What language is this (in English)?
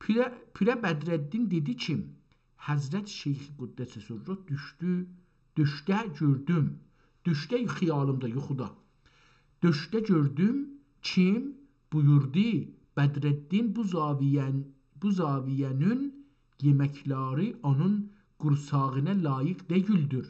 South Azerbaijani